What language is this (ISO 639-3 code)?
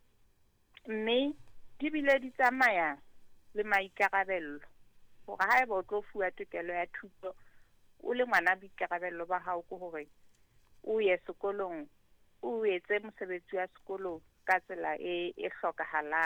sot